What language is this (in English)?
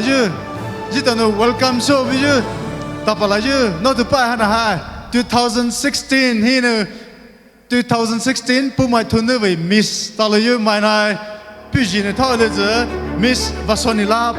Poumei Naga